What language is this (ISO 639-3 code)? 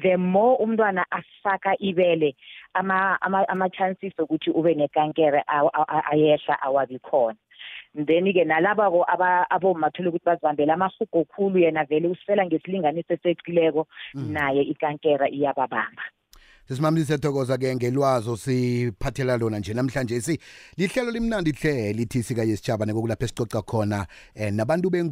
nbl